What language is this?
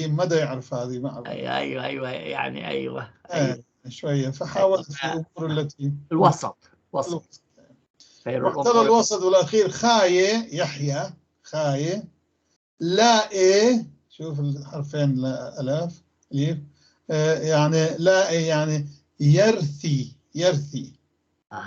North Levantine Arabic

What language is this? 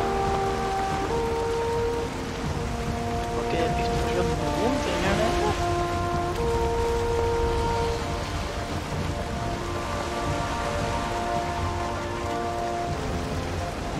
Norwegian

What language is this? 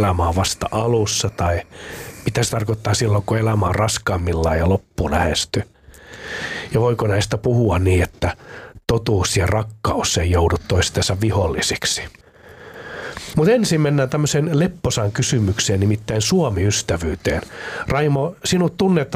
Finnish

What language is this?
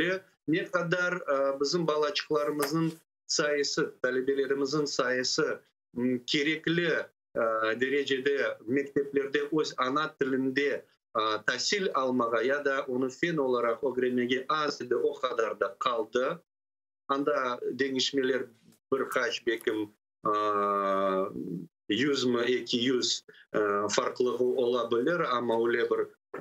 Crimean Tatar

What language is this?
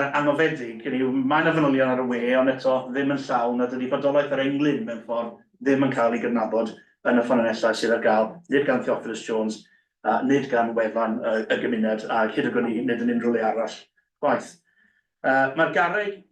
Welsh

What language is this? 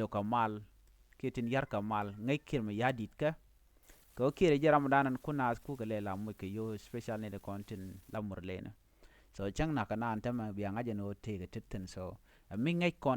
Nuer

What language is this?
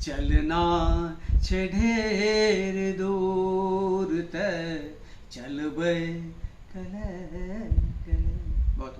Angika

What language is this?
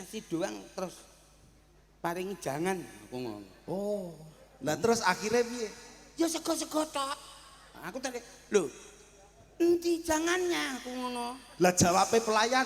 Javanese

